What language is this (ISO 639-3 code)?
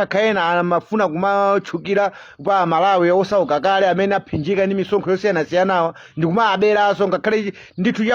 nya